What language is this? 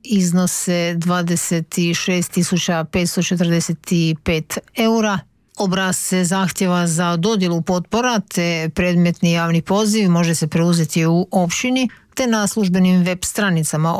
Croatian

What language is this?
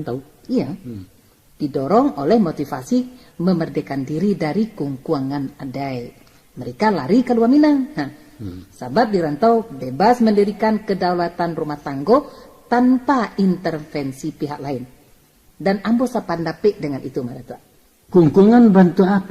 Minangkabau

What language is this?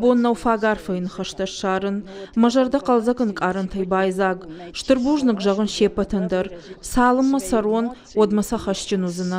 Ossetic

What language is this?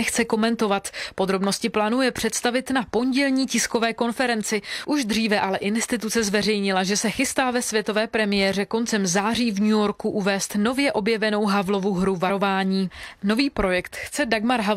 Czech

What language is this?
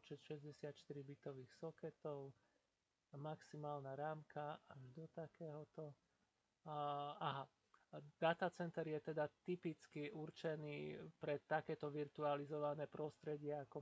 Slovak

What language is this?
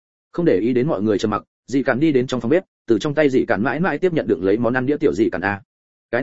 Vietnamese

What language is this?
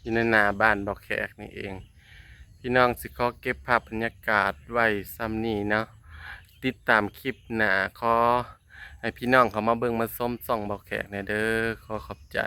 Northeastern Thai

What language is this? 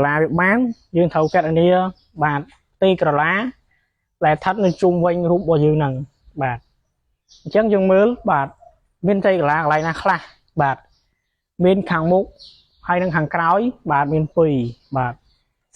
Khmer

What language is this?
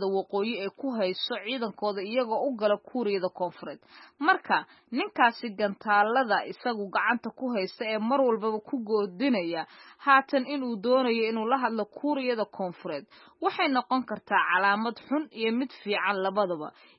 Somali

